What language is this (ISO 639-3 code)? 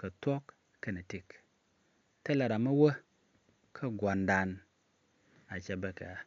nus